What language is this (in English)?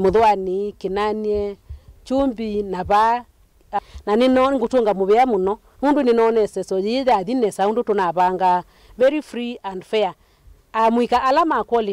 Kamba